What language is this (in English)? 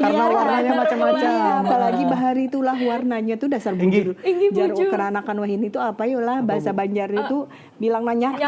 Banjar